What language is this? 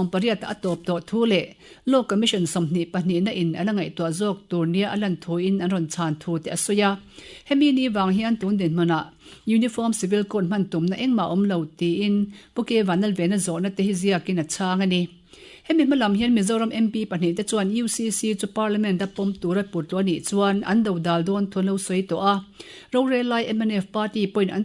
Mizo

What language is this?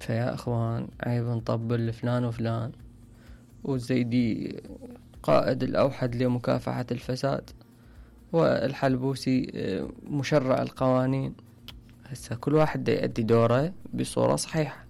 Mesopotamian Arabic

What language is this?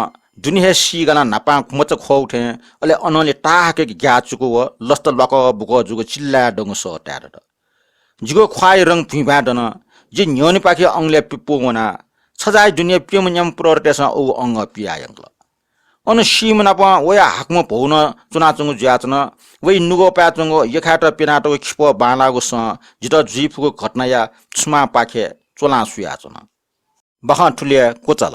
Newari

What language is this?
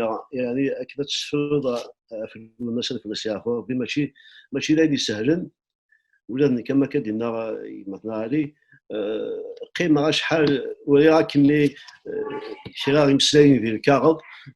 Kabyle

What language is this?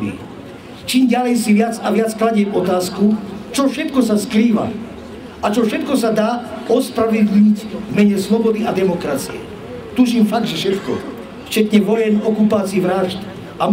Slovak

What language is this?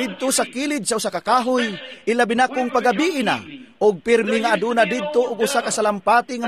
Cebuano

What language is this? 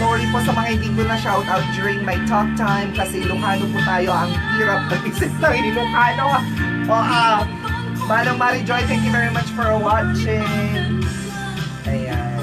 Iloko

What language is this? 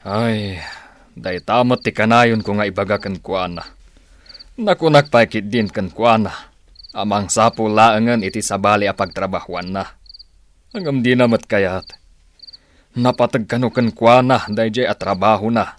Iloko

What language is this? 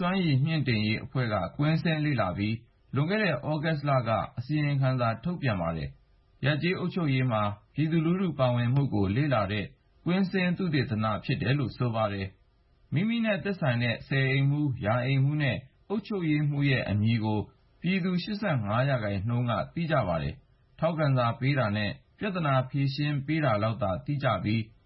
Burmese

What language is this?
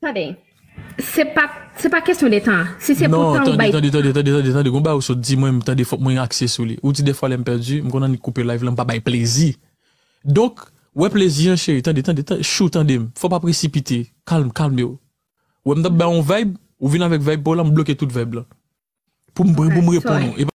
Haitian Creole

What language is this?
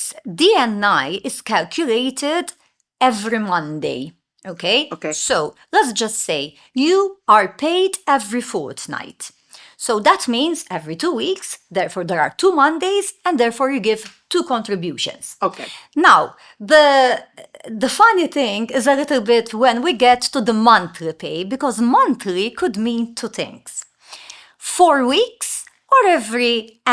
English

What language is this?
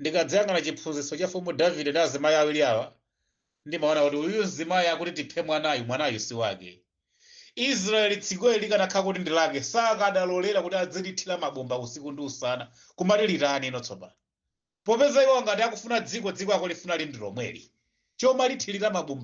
Nyanja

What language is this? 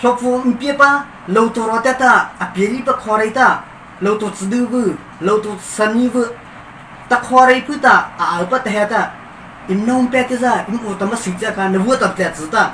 Hakha Chin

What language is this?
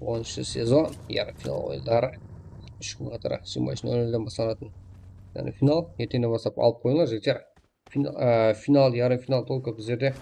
Kara-Kalpak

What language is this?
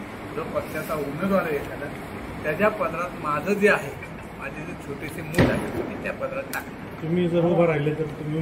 Marathi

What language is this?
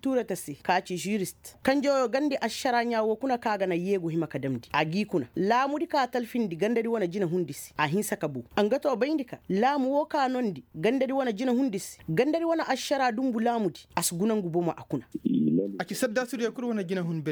Koyraboro Senni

